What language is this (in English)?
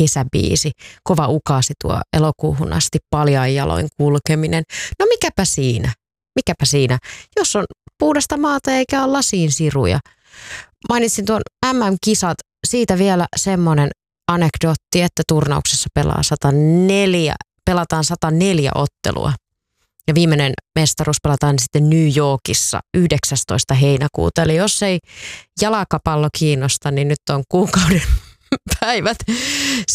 Finnish